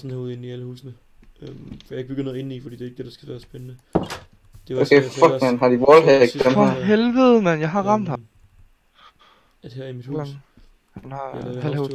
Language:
Danish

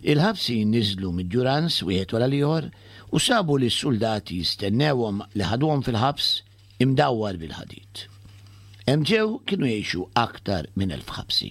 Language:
Maltese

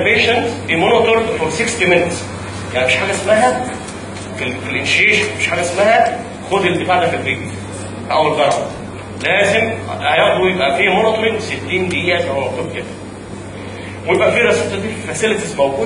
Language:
Egyptian Arabic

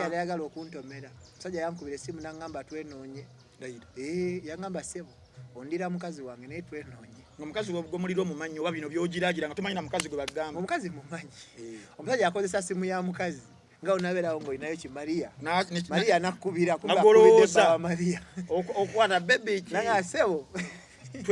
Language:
Ganda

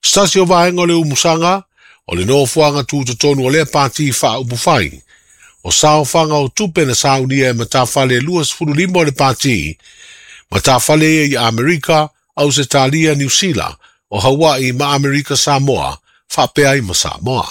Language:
Samoan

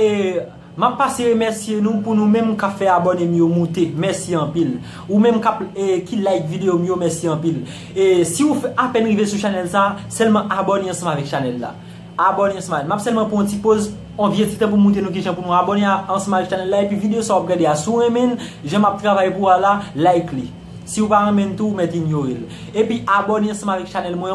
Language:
Haitian Creole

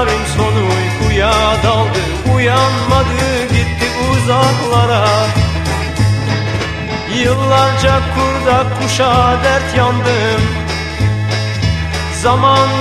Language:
Turkish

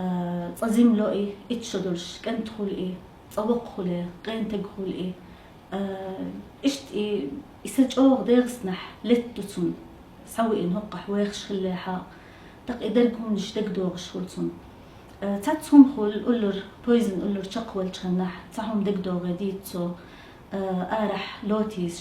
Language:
Chechen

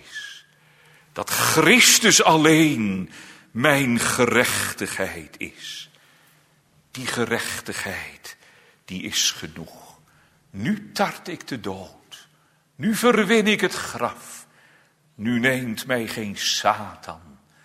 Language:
Dutch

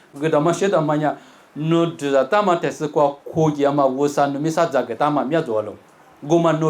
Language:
Lisu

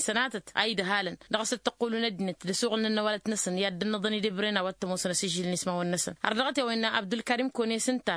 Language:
Tamasheq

